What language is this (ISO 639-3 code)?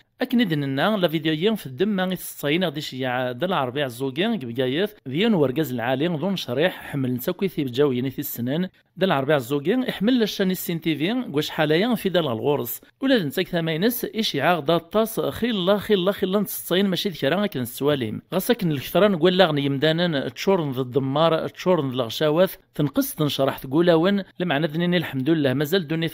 kab